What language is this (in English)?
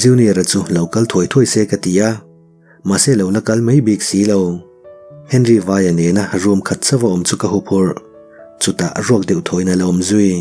Mizo